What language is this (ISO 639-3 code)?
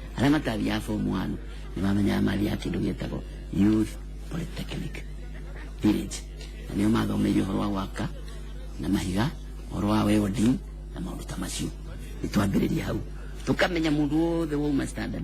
kik